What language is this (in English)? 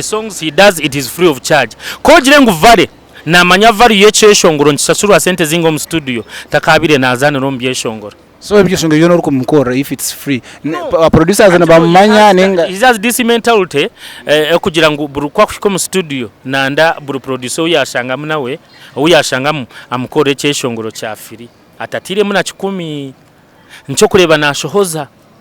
Nyankole